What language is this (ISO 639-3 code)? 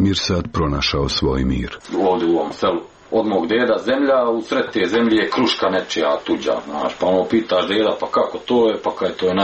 hrv